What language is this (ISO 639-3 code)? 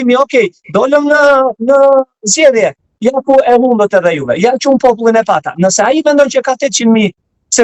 sqi